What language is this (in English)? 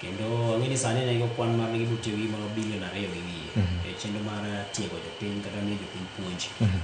Luo (Kenya and Tanzania)